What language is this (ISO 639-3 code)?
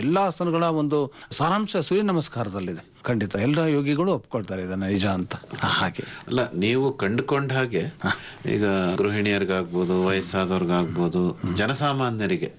kan